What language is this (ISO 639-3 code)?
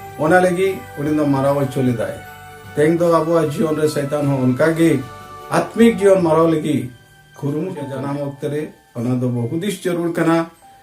sat